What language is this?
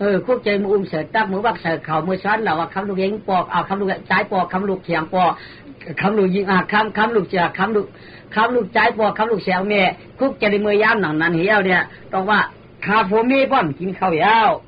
Shan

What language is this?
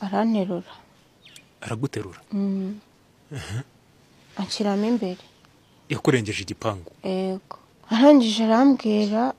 Kinyarwanda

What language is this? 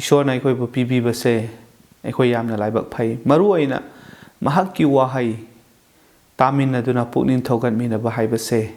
Manipuri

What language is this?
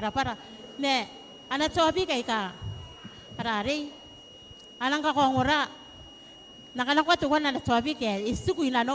Gilbertese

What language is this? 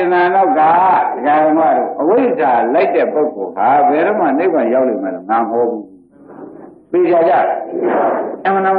Burmese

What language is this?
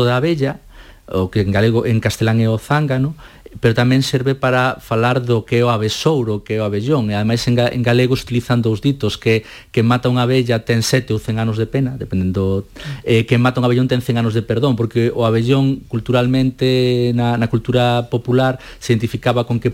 Galician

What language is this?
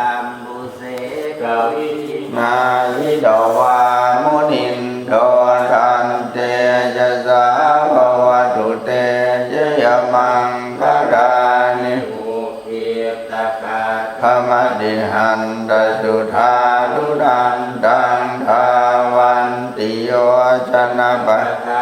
Pali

